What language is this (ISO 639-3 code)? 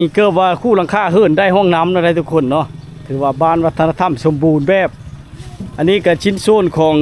lao